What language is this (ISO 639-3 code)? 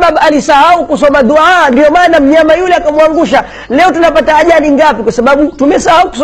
swa